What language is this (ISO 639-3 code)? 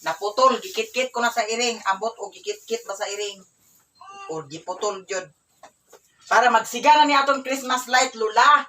ceb